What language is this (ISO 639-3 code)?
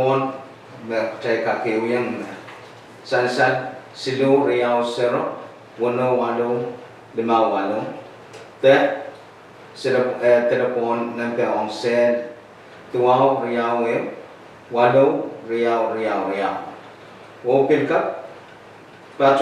pon